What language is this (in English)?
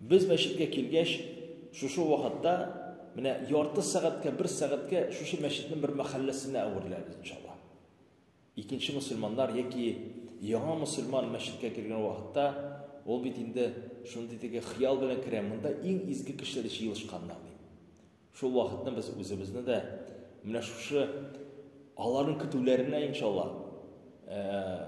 Tatar